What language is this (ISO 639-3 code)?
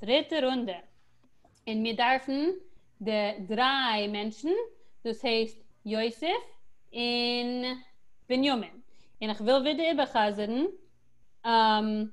yid